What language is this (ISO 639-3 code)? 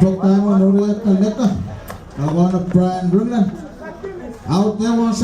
pon